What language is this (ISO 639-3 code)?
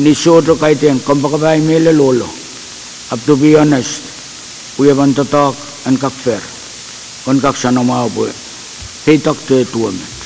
pon